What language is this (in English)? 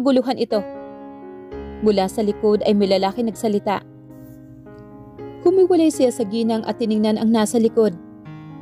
Filipino